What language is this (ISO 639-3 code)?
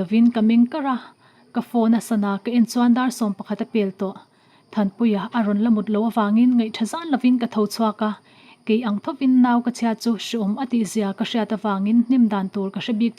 lus